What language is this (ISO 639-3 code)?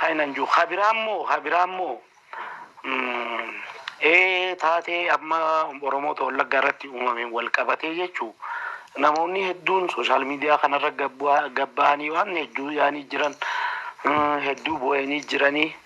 orm